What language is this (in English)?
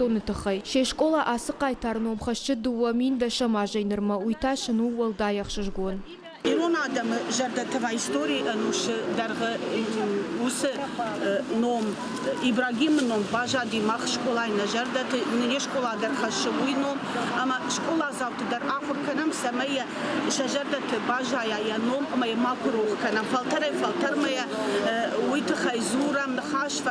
Ossetic